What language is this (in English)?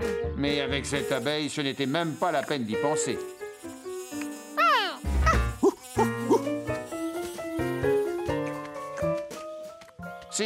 French